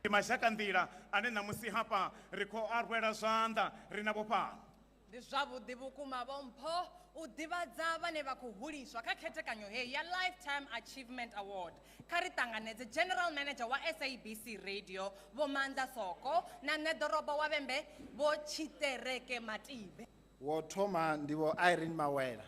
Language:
Venda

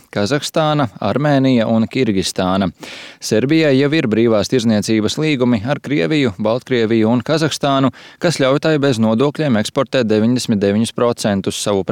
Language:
Latvian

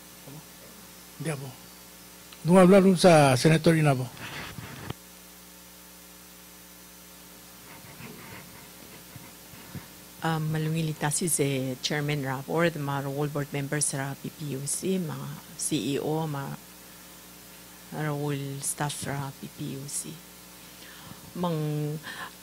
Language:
Palauan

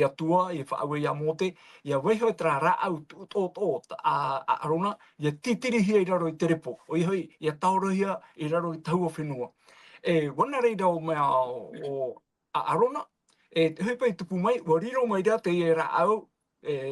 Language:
Tahitian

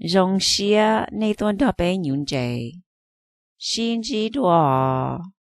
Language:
Hmong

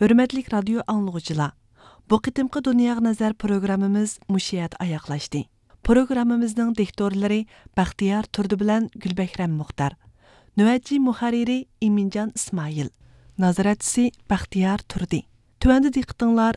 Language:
Uyghur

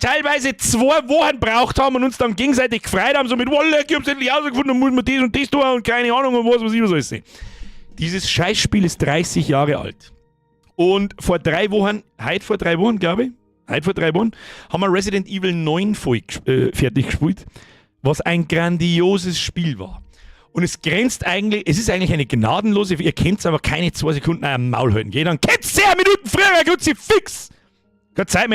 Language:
Bavarian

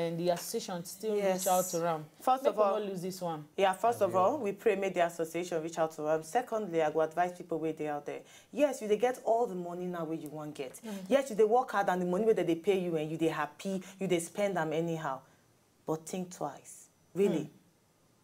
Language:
Nigerian Pidgin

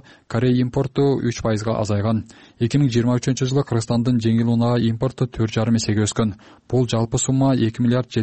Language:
Kyrgyz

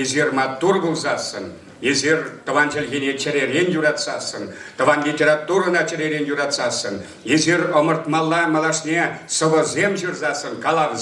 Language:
Chuvash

